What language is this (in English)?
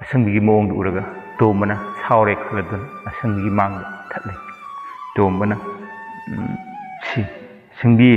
Manipuri